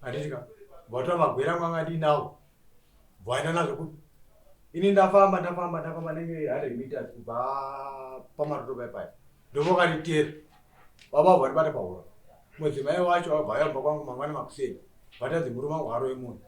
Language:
Shona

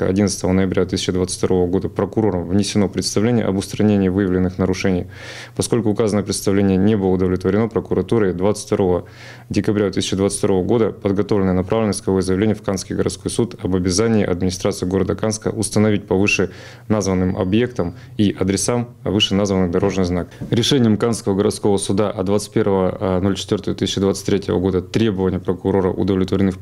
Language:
Russian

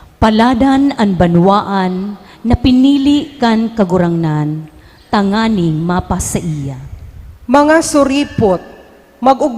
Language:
Bikol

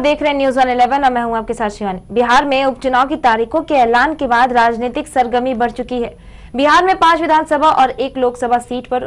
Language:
Hindi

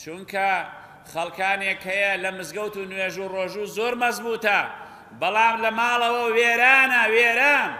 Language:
Central Kurdish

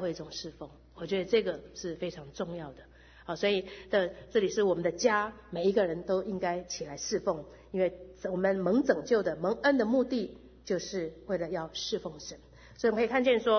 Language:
Chinese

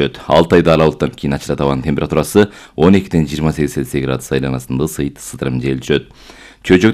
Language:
Kyrgyz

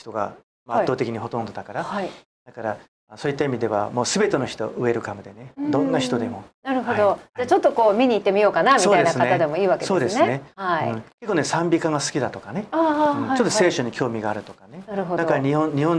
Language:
Japanese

